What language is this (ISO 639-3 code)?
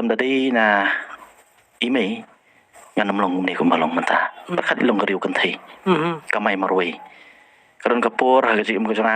kha